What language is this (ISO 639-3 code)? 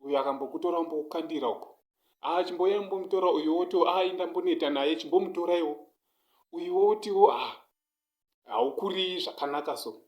sna